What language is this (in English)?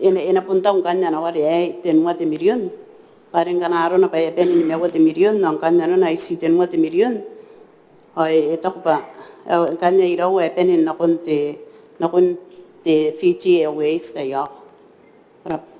Gilbertese